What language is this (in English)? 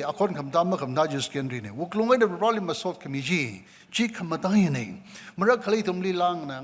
Tangkhul Naga (India)